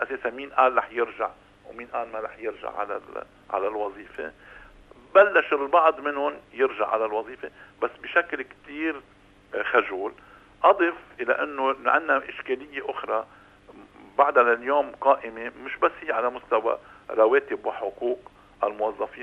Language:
North Levantine Arabic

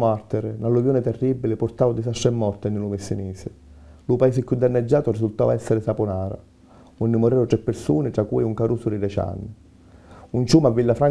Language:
Sicilian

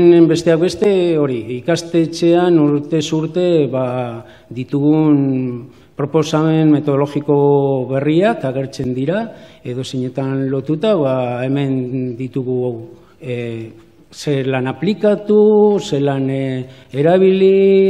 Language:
Basque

